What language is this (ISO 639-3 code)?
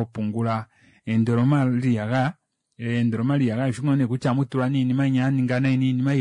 kua